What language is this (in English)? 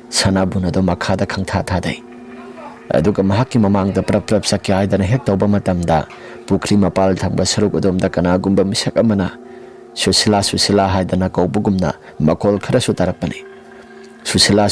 Manipuri